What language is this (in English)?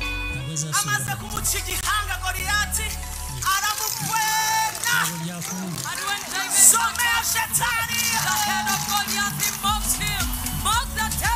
Kinyarwanda